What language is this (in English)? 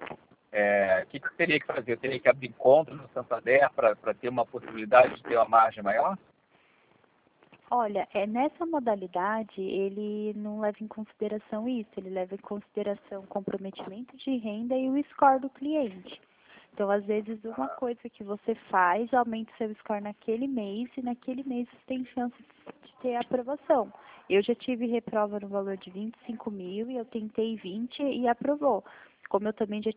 Portuguese